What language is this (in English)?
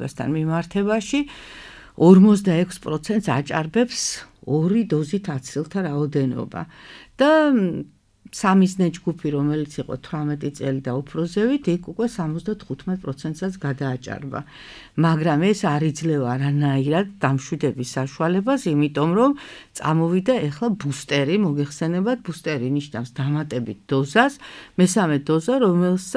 Georgian